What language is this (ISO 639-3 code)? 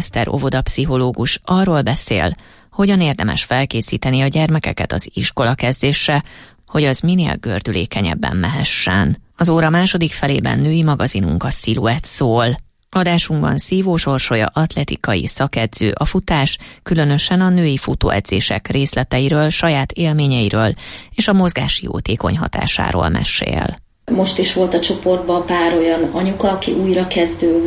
hun